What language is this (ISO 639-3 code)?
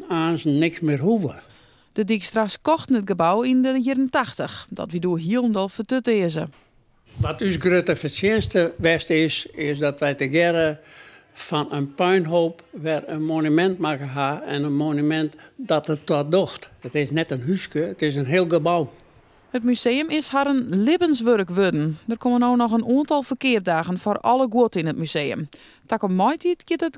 fry